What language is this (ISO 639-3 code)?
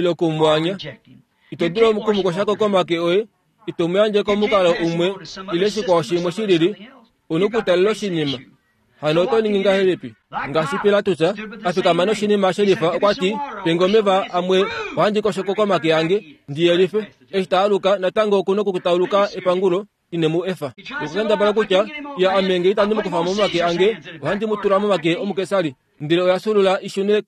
kua